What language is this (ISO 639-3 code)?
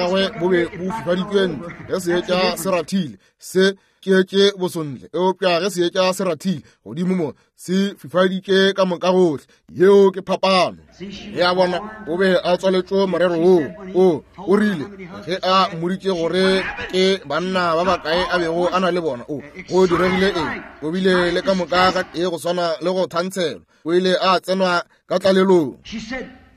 nso